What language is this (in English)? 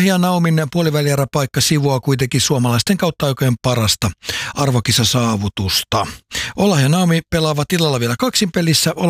Finnish